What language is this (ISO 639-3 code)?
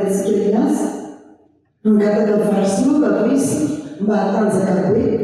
mlg